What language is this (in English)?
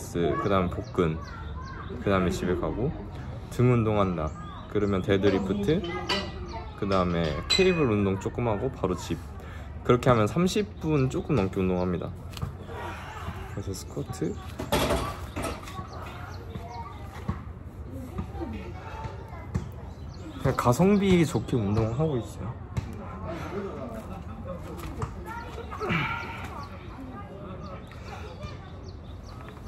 Korean